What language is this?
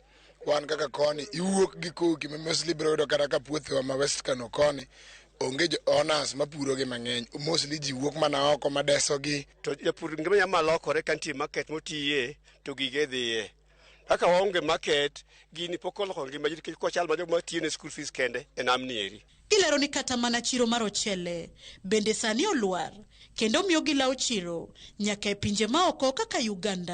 Luo (Kenya and Tanzania)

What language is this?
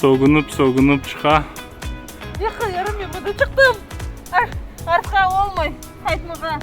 Crimean Tatar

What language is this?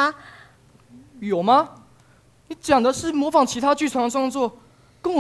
Chinese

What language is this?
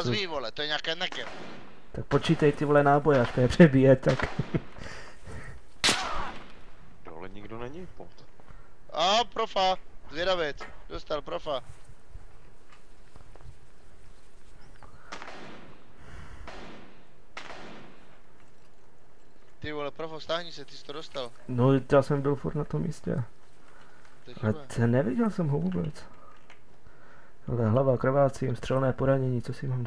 Czech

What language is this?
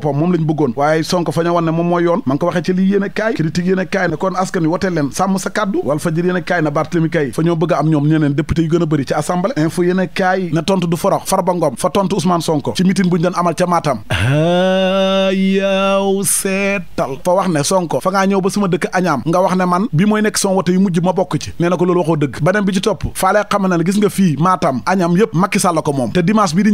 Wolof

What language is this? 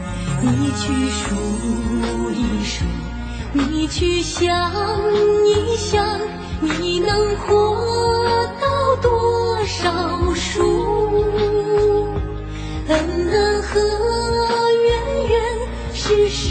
Min Nan Chinese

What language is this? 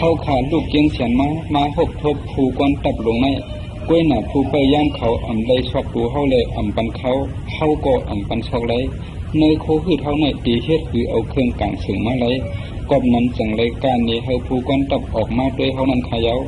Shan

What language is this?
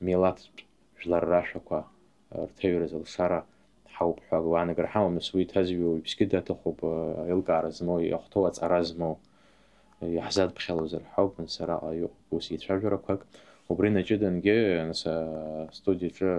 Abkhazian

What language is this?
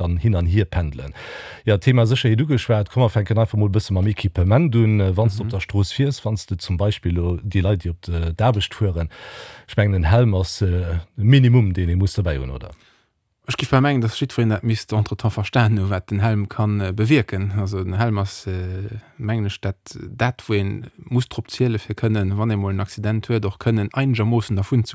Luxembourgish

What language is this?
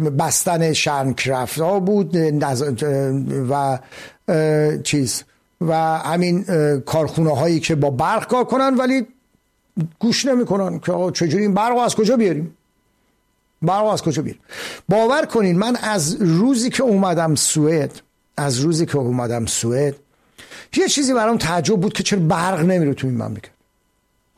Persian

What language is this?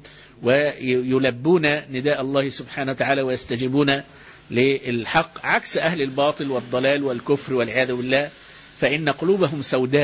Arabic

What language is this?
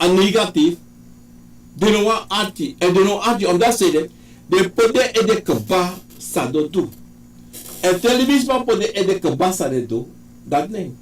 Sranan Tongo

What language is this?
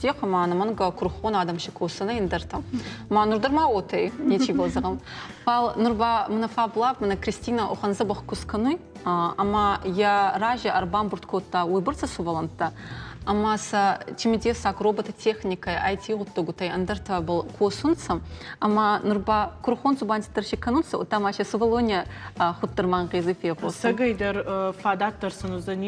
Ossetic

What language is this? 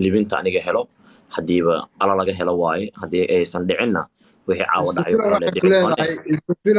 Somali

